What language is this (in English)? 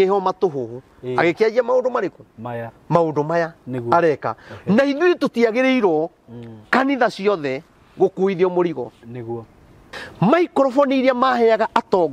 Kikuyu